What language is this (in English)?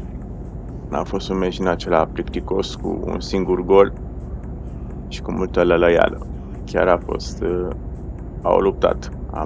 Romanian